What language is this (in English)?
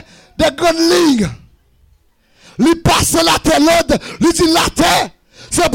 French